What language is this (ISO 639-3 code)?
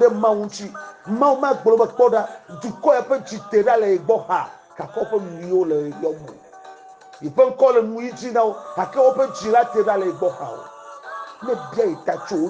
ewe